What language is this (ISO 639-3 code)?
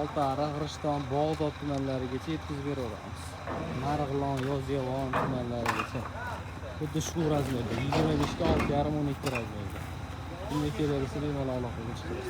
uzb